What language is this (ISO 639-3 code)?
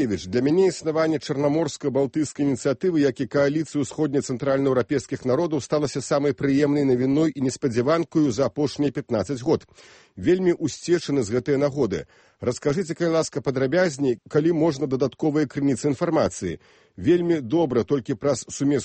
bel